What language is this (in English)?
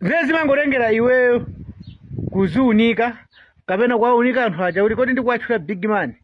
Nyanja